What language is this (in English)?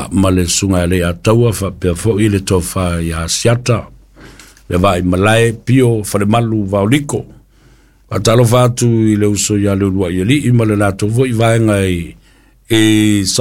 Samoan